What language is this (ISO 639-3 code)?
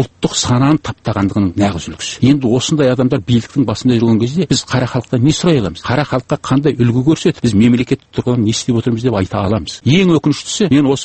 kaz